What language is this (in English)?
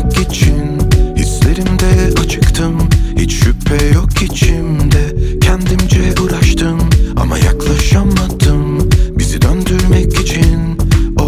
Turkish